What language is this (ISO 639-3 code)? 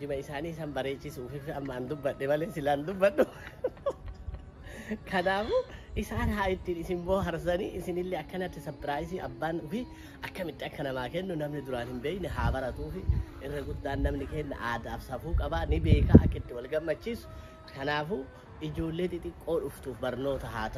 orm